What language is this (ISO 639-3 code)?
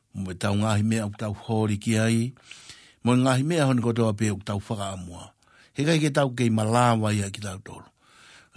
ton